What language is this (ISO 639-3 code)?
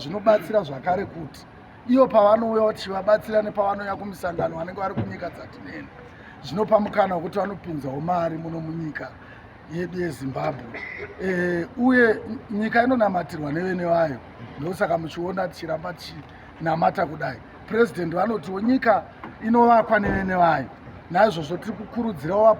sna